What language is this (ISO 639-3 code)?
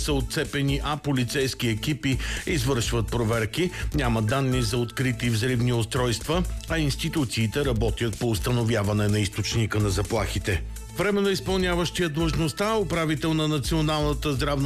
bul